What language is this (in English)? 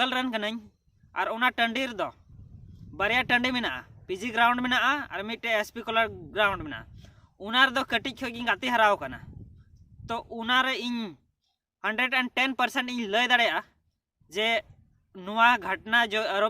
Santali